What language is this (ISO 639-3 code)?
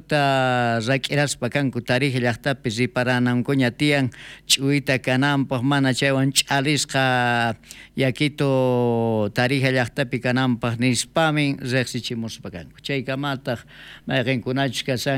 quh